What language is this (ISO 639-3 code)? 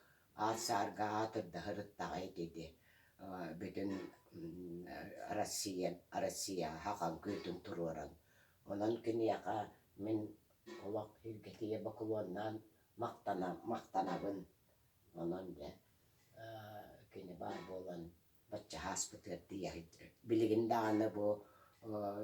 sah